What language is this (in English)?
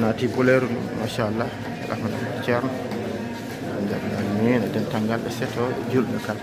Fula